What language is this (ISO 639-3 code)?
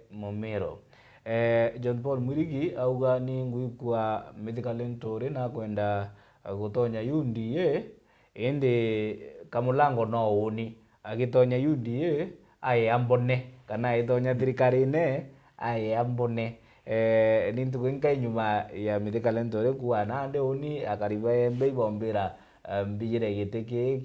mer